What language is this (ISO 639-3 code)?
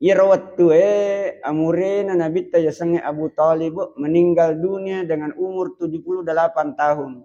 bug